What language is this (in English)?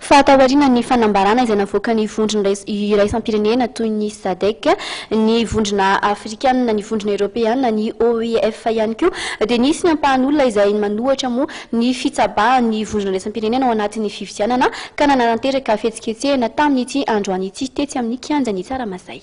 Malagasy